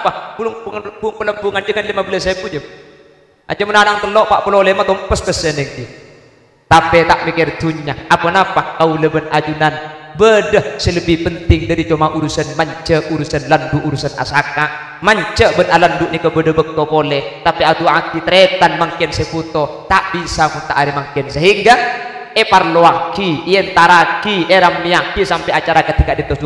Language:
Madurese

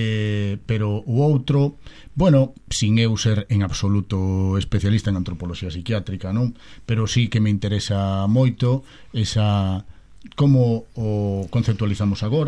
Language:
Galician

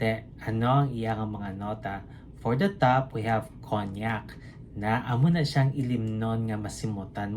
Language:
Hiligaynon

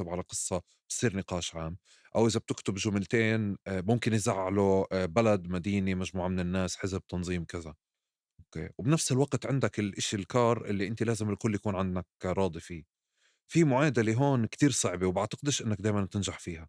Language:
North Levantine Arabic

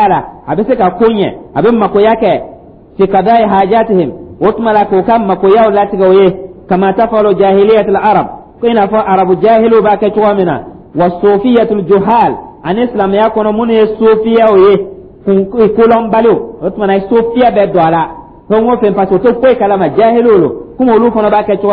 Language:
Dyula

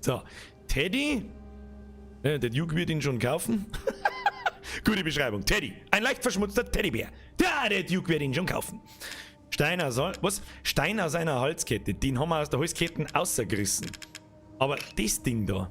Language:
Bavarian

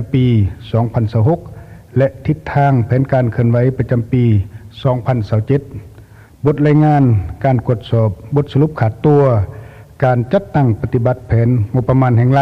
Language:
Lao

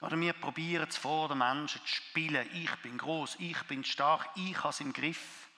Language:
Swiss German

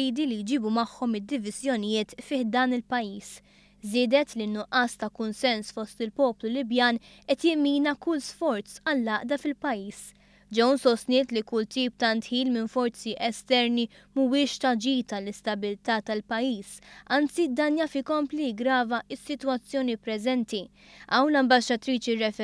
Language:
Maltese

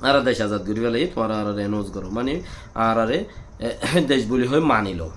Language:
Rohingya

